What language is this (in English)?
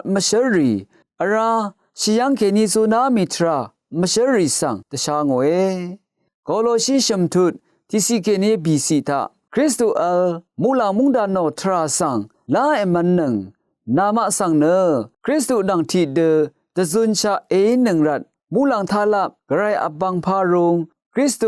Rawang